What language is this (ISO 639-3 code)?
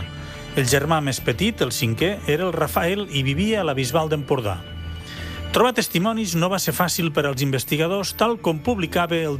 cat